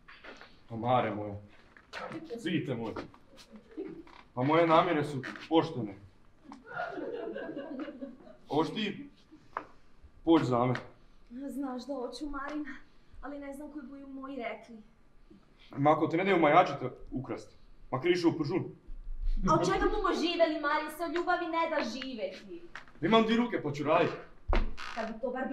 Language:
Croatian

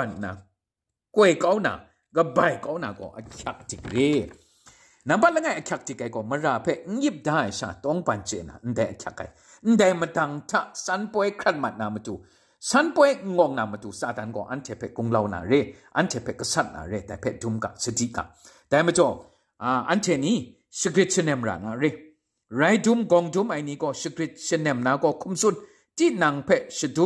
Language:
Kachin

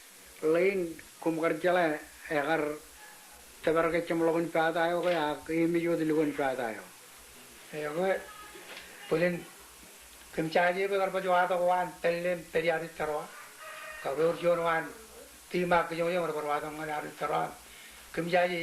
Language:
Marshallese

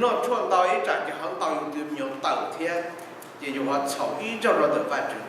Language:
Hmong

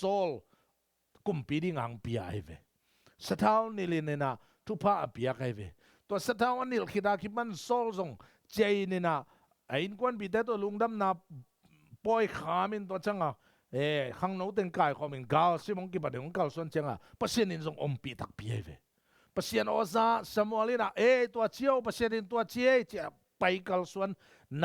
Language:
Tedim Chin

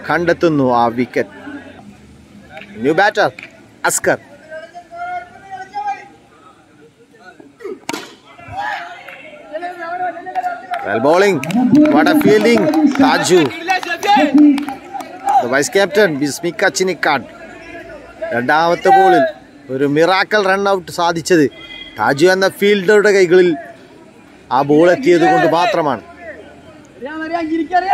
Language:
Malayalam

